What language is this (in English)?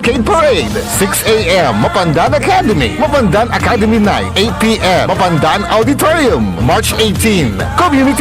Pangasinan